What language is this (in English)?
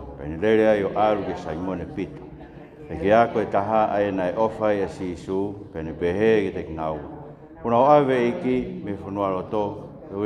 Tongan